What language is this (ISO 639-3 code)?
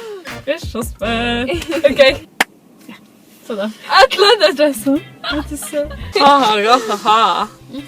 fao